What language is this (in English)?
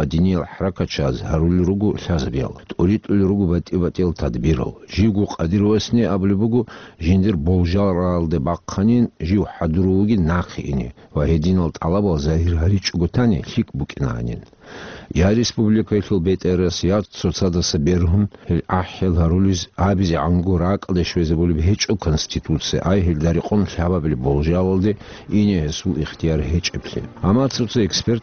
Avaric